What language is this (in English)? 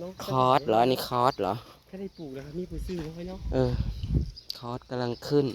Northeastern Thai